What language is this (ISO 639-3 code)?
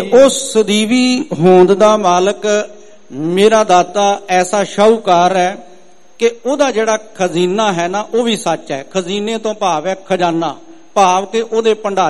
pan